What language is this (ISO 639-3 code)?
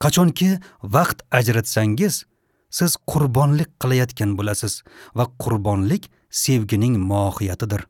uzb